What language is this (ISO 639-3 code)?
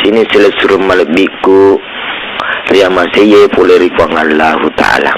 bug